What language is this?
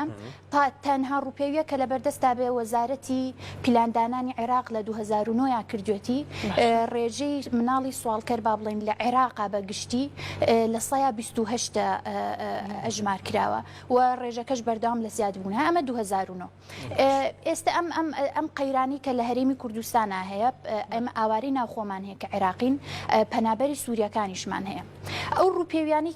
Central Kurdish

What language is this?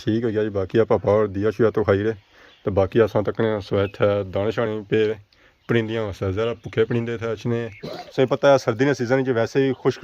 Pahari-Potwari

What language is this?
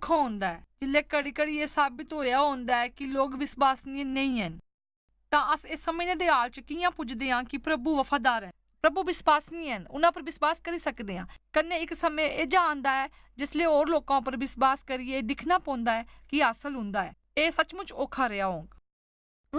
Dogri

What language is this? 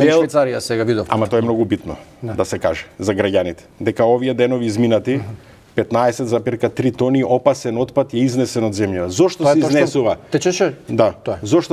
Macedonian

